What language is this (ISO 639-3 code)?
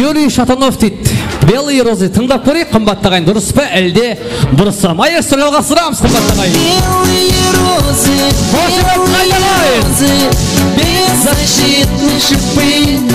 kaa